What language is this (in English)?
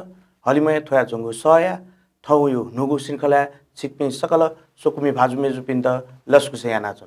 Newari